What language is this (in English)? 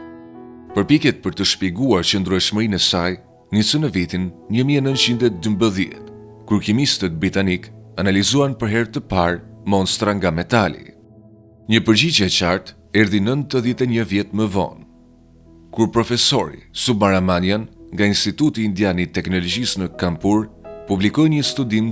Albanian